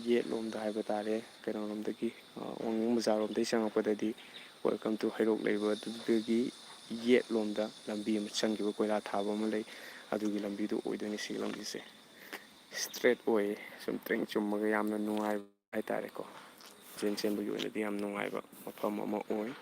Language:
Manipuri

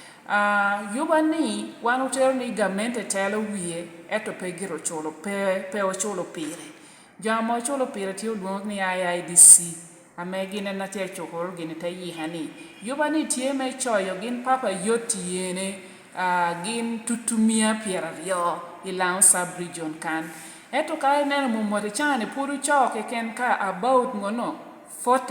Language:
Lango (Uganda)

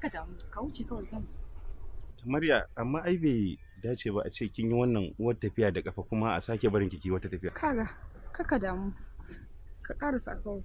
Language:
Hausa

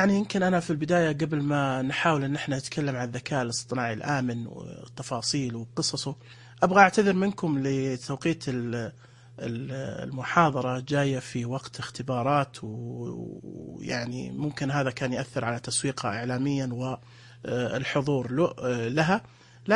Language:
Najdi Arabic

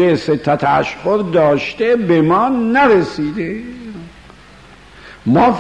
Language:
Persian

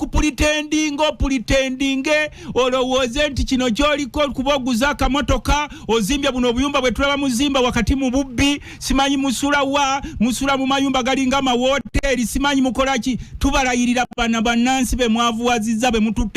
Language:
Ganda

